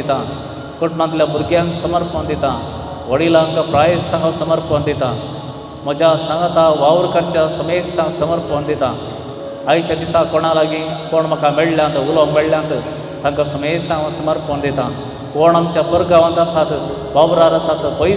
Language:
Konkani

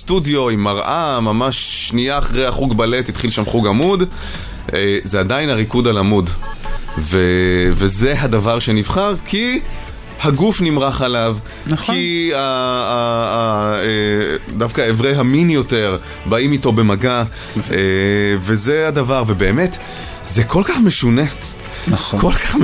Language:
Hebrew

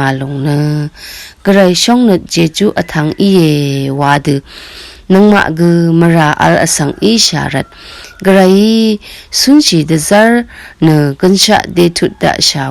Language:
Rawang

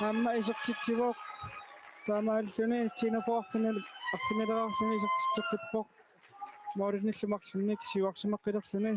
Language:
Kalaallisut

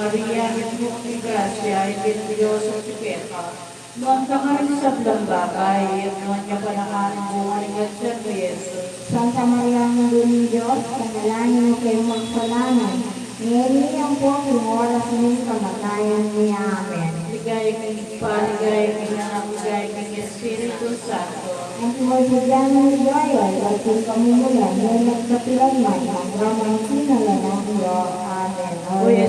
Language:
Pampanga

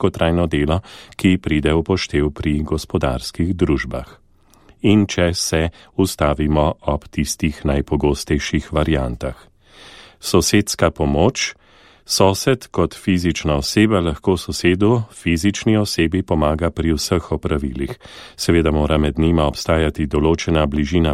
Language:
Slovenian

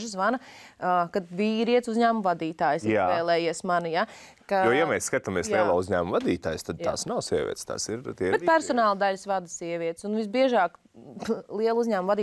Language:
Latvian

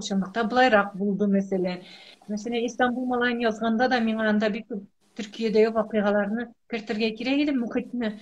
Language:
Tatar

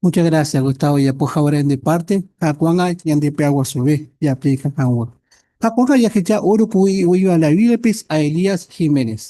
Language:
Guarani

